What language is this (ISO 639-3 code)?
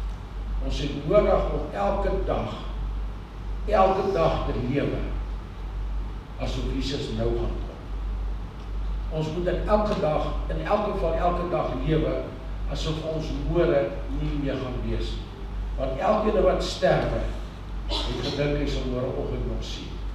afr